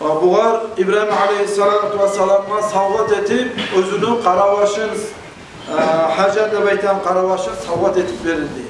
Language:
Kumyk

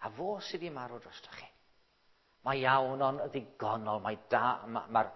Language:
Welsh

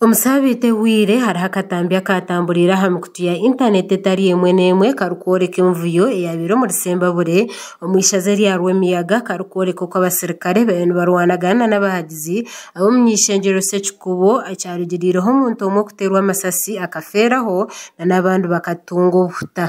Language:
Nyankole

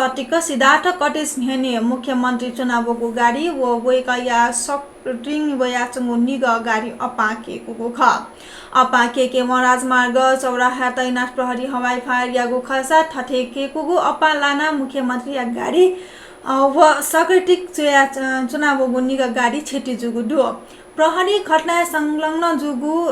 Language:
Newari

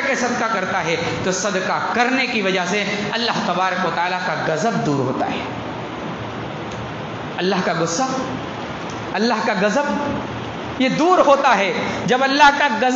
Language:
Urdu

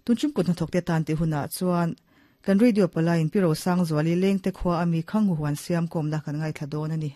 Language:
Mizo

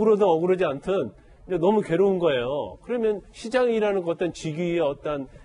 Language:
Korean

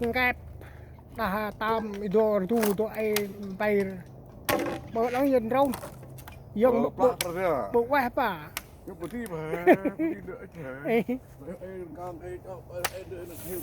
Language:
Central Mnong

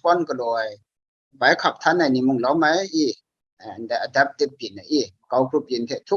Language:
Kachin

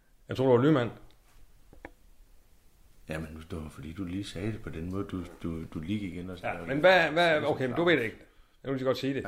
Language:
Danish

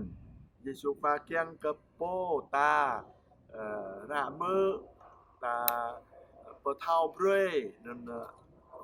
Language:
Jarai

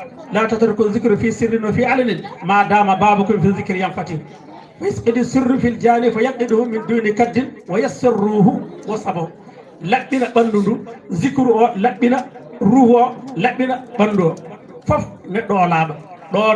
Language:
Fula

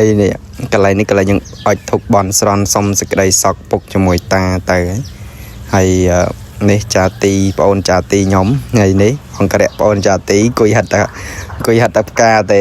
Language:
Khmer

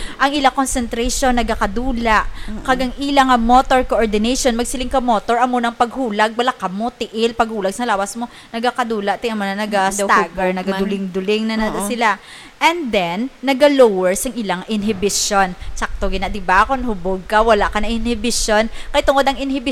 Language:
Hiligaynon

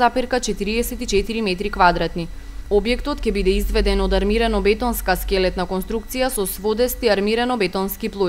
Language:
Macedonian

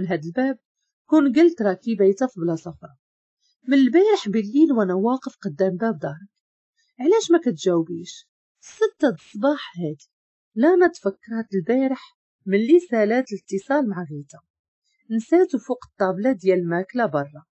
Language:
Moroccan Arabic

